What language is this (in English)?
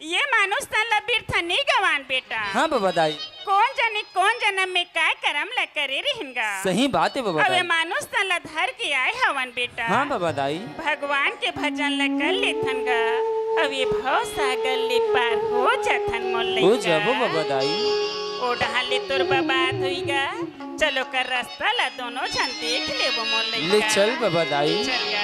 Chhattisgarhi